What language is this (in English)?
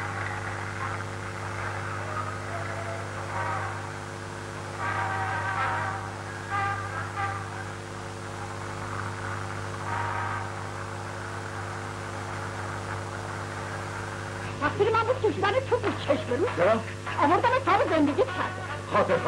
Persian